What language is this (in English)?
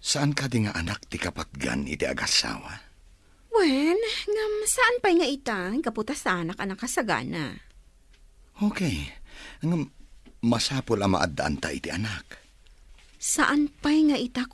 Iloko